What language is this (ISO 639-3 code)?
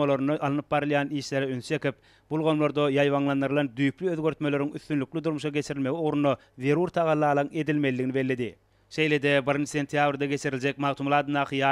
tuk